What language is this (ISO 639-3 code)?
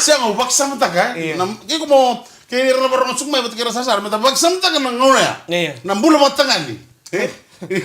fij